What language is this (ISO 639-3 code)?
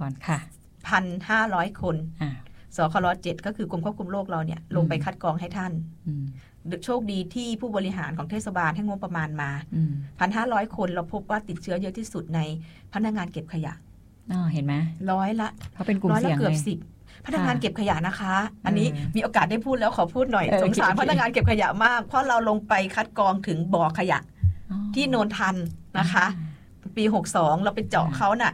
tha